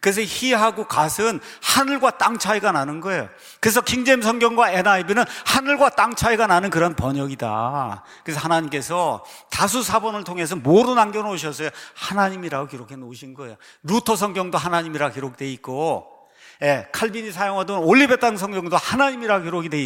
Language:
Korean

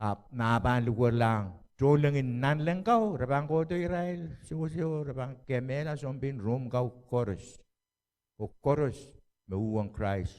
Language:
Pohnpeian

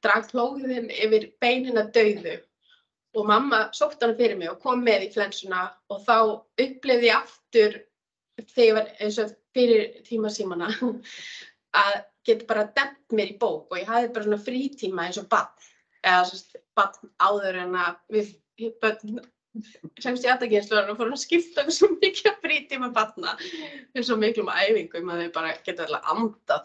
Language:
Icelandic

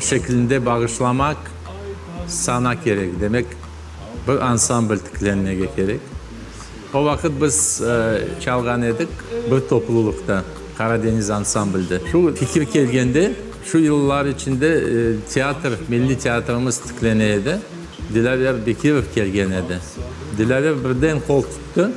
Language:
Crimean Tatar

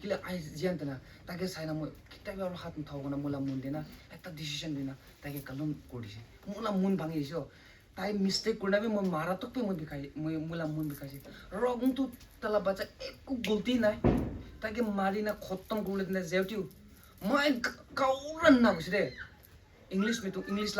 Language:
Rongmei Naga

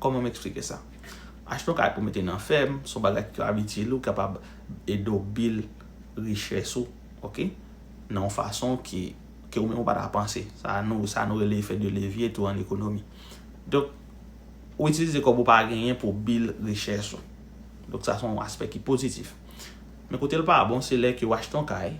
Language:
Haitian Creole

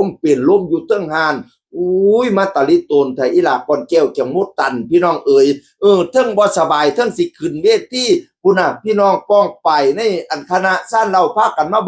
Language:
Northeastern Thai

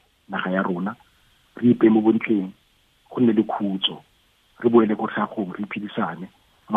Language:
Tswana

